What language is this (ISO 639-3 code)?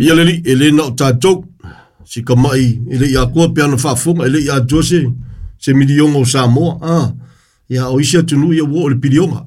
smo